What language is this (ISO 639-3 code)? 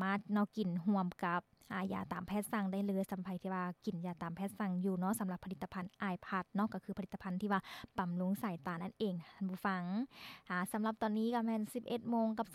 lao